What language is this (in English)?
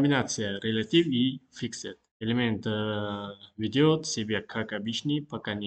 Uzbek